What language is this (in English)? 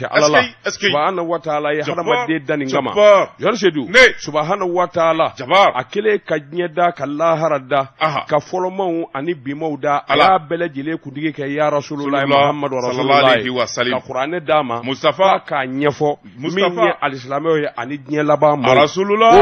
Bambara